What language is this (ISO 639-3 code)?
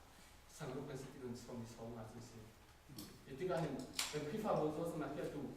cnh